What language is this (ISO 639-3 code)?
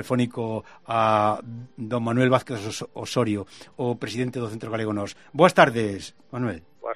glg